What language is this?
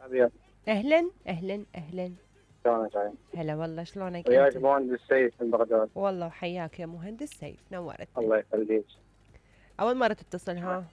Mesopotamian Arabic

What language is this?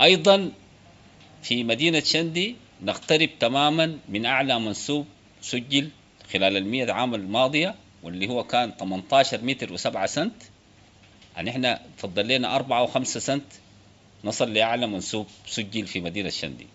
Sudanese Arabic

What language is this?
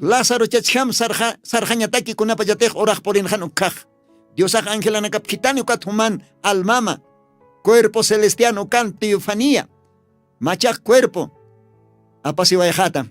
Aymara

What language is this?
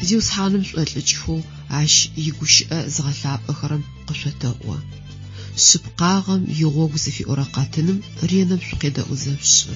Adyghe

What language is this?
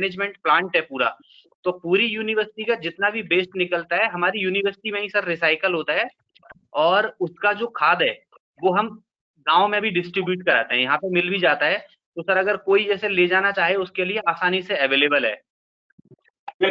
Hindi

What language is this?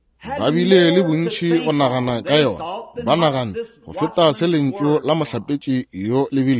Northern Sotho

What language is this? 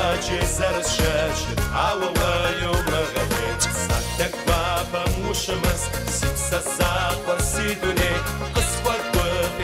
Kabardian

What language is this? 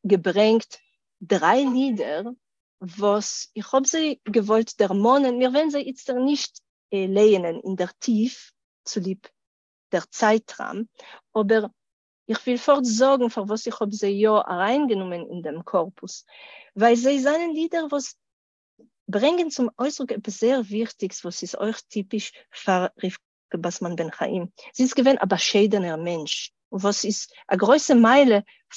Yiddish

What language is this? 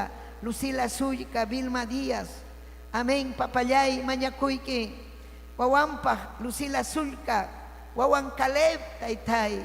Ayacucho Quechua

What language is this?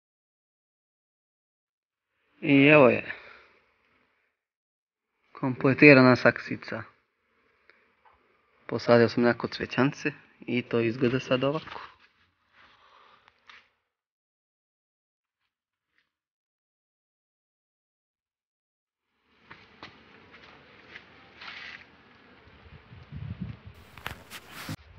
Serbian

